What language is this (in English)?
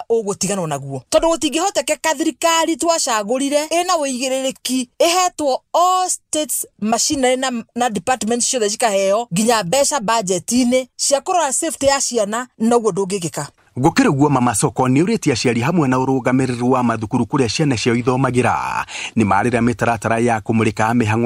Kikuyu